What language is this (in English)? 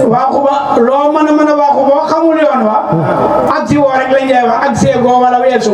Wolof